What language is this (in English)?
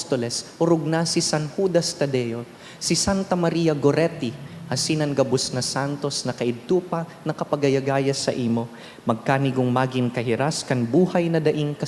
Bikol